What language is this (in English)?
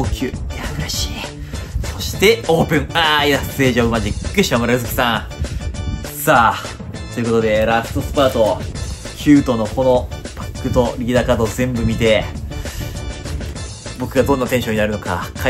Japanese